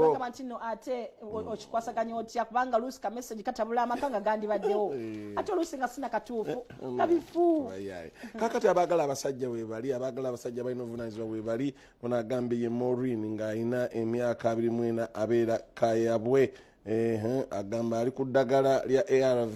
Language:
Ganda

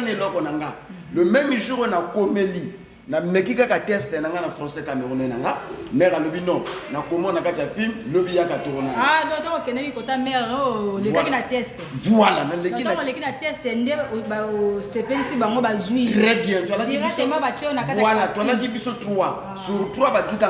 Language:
Lingala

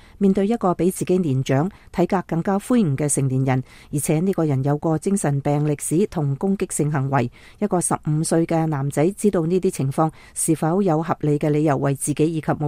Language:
Cantonese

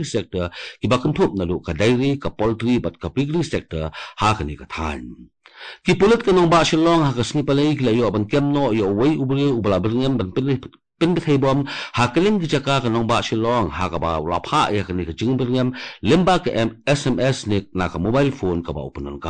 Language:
Khasi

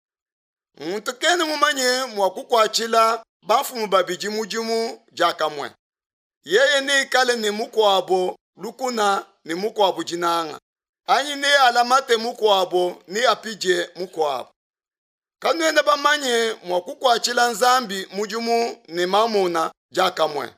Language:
Luba-Lulua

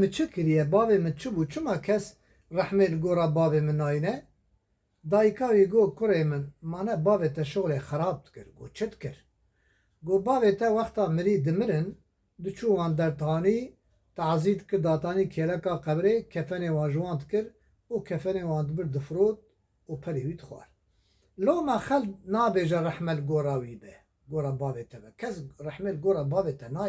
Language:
Kurdish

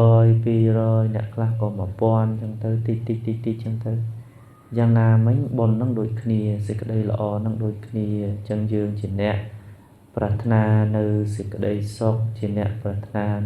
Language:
Khmer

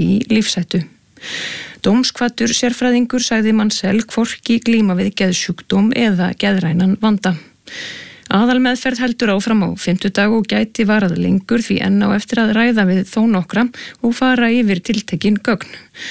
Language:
Icelandic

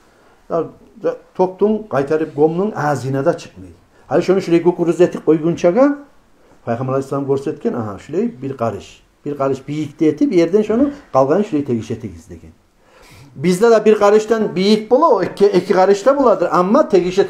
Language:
Kumyk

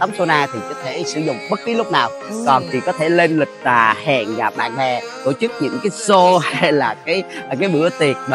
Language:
Vietnamese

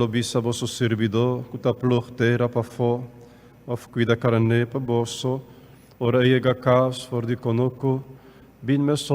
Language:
Papiamento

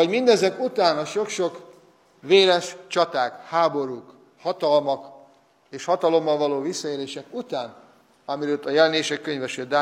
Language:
Hungarian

